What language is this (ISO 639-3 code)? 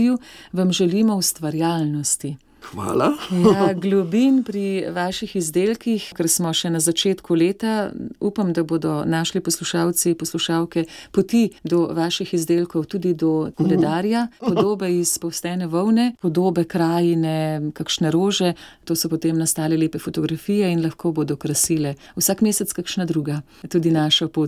slv